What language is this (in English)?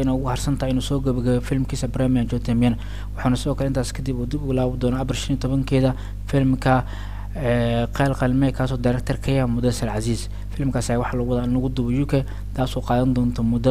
Somali